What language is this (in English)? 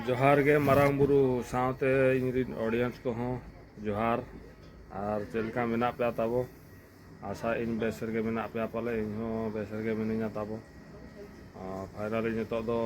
Santali